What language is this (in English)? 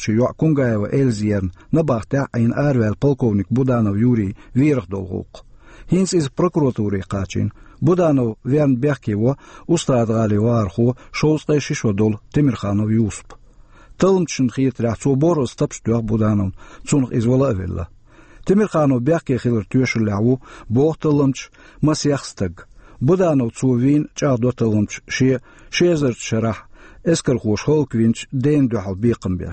Chechen